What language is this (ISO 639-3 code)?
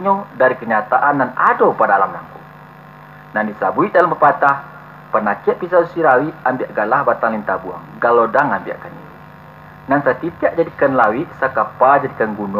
min